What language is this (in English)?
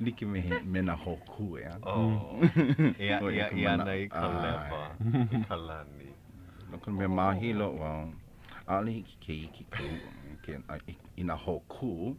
Hawaiian